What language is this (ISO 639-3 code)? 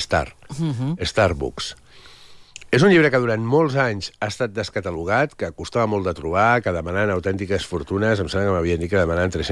cat